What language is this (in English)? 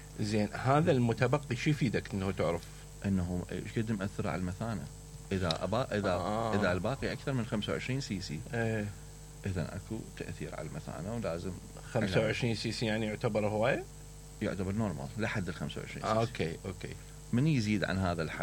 Mesopotamian Arabic